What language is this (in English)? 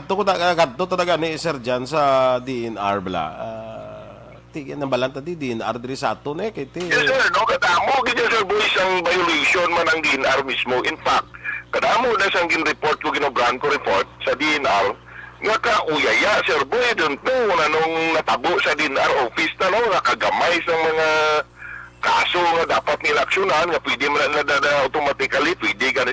Hiligaynon